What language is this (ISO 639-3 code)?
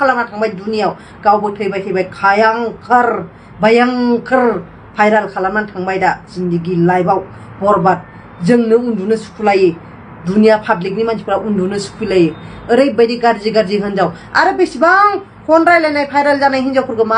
brx